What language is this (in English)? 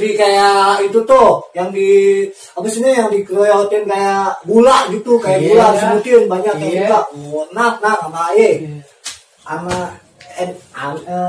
Betawi